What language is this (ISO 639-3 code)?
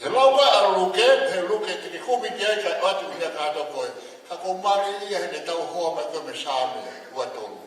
ton